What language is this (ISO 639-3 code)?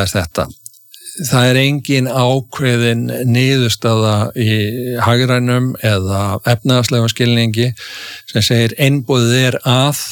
isl